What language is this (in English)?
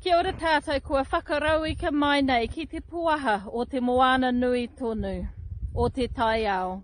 Māori